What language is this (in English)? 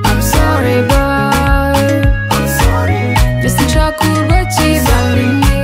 Nyankole